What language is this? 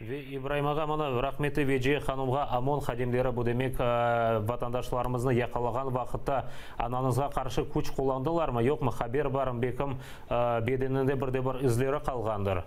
Crimean Tatar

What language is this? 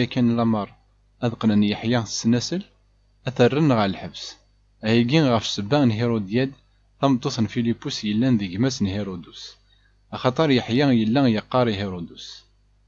Kabyle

